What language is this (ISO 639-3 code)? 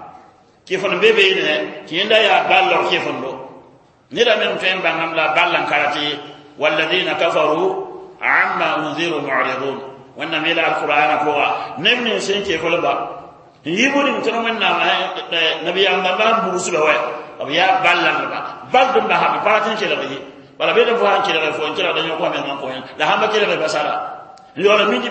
mos